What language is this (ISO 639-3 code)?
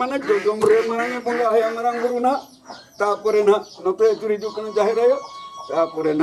sat